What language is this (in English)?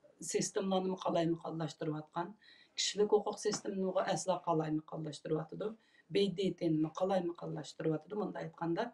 Uyghur